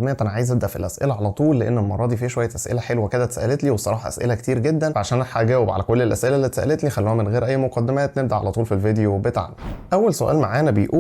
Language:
Egyptian Arabic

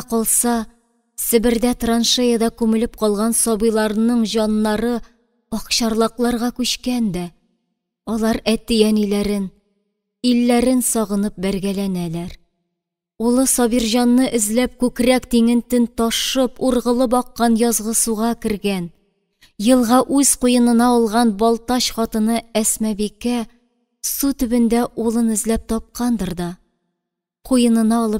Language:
Tatar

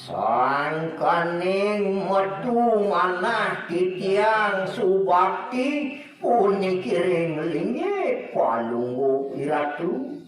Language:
Balinese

